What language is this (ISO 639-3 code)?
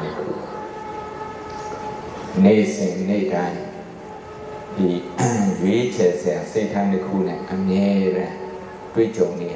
mya